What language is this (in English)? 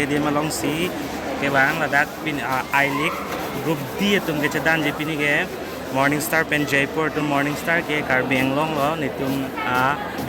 Karbi